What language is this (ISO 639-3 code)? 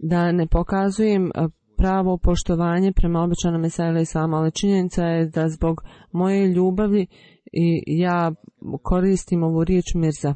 bos